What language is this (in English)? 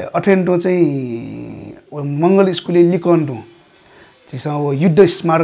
Newari